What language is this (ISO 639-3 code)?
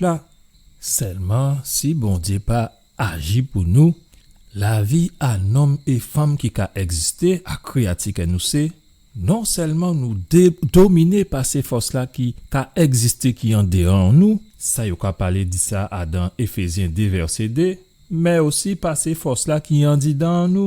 gcf